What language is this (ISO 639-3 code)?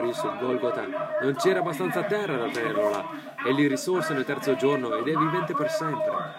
ita